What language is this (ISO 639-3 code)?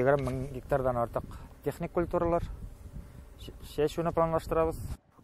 tat